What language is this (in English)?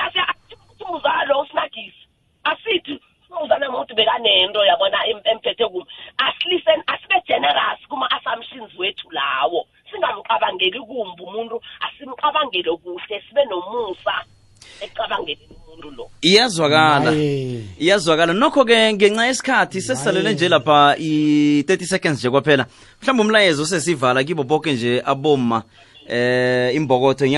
South Ndebele